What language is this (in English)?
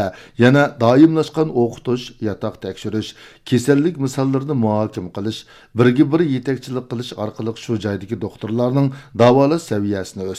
Uyghur